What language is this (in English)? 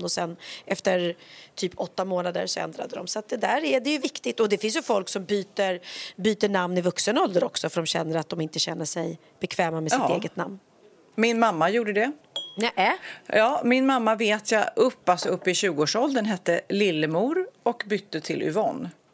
Swedish